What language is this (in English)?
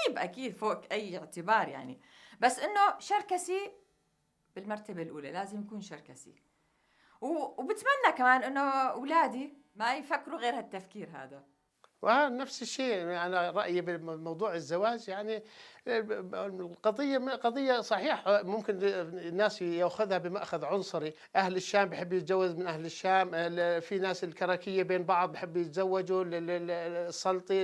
North Levantine Arabic